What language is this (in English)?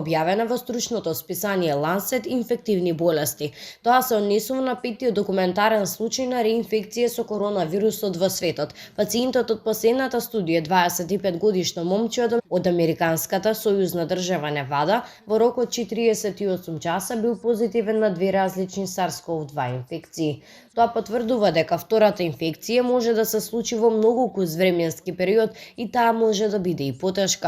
Macedonian